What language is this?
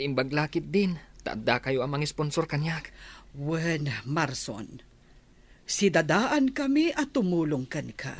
Iloko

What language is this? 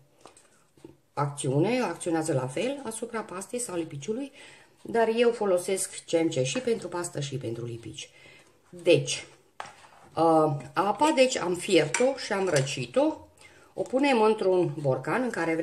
Romanian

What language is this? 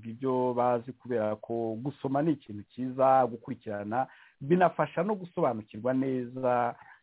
Kinyarwanda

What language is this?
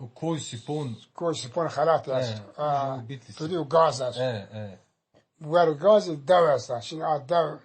Kurdish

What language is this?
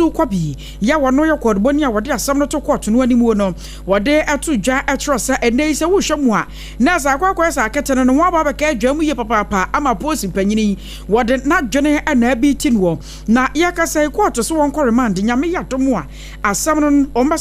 Akan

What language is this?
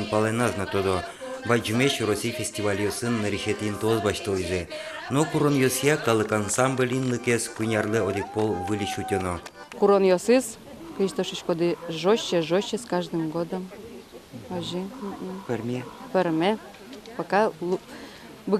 Udmurt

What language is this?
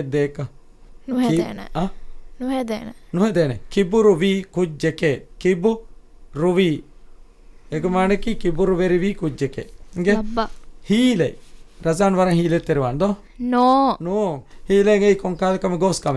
Divehi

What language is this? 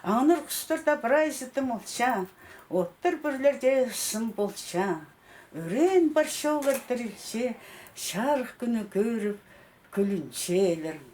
Khakas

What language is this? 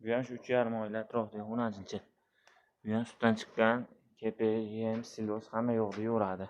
Uzbek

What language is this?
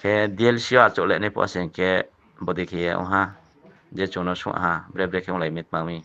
Riang (India)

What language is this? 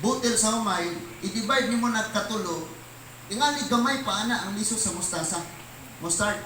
Cebuano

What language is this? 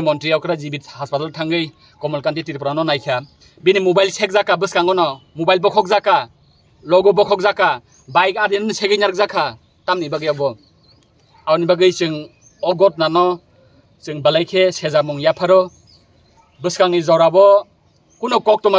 Kok Borok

